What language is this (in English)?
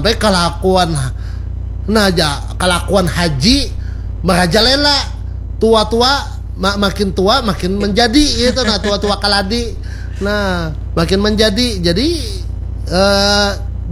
Banjar